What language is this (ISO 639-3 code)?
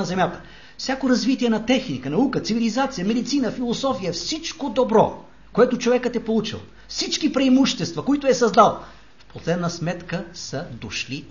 bul